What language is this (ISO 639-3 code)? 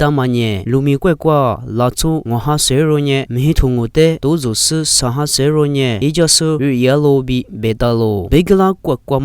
lis